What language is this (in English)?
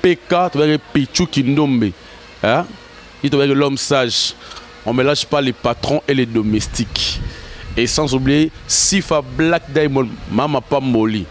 Lingala